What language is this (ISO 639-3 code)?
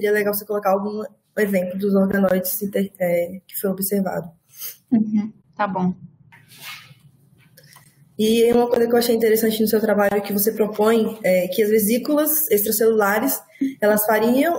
por